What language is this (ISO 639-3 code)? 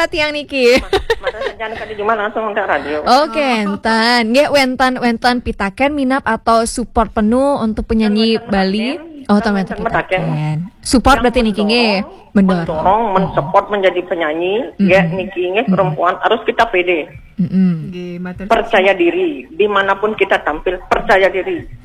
ban